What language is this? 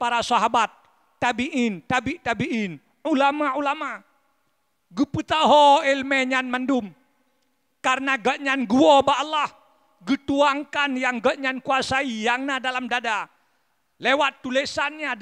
Achinese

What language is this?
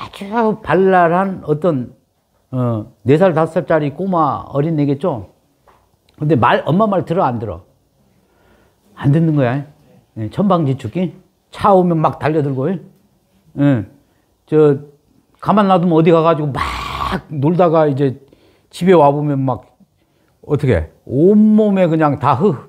Korean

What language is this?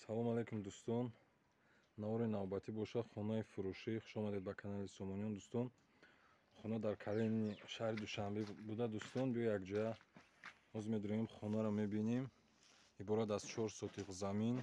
Tajik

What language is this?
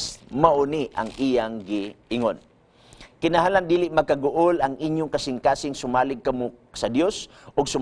Cebuano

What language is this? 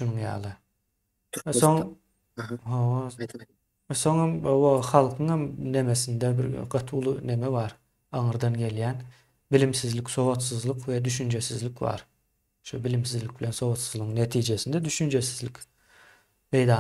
Turkmen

